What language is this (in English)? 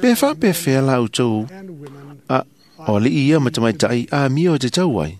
Samoan